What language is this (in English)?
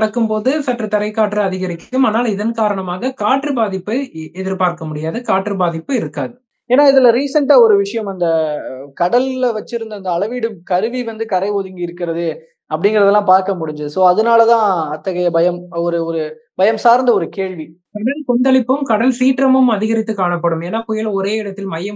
Tamil